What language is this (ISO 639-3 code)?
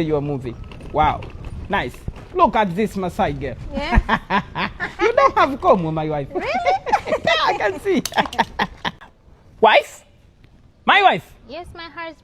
eng